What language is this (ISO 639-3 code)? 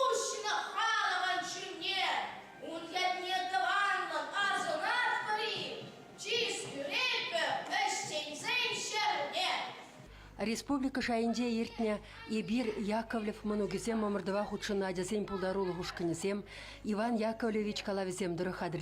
chv